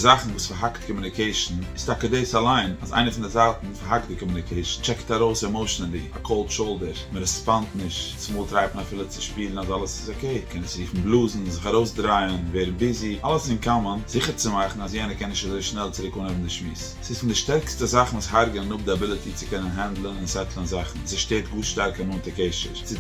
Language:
Yiddish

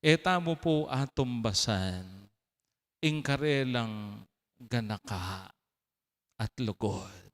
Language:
Pampanga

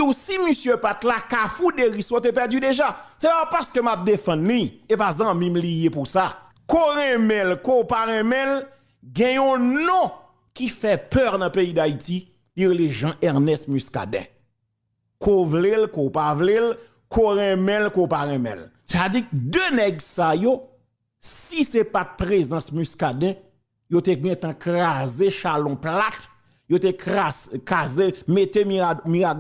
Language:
Haitian Creole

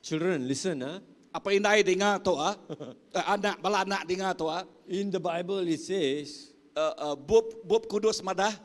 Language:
Iban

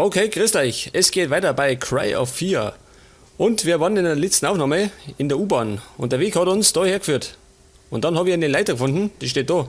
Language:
Bavarian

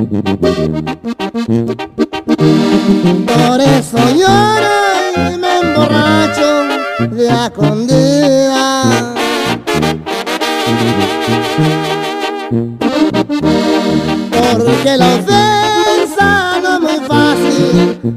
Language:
Spanish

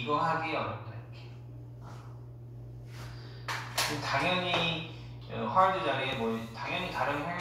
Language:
Korean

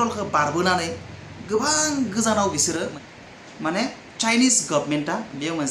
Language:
Bodo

